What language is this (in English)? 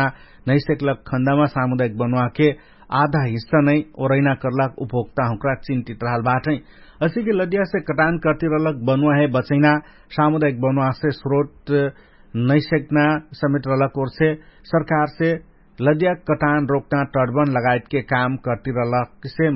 Dangaura Tharu